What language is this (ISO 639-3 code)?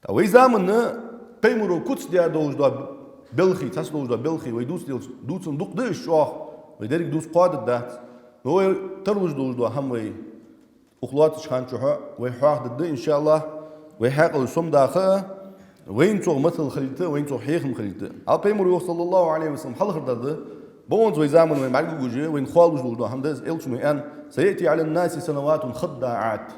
inh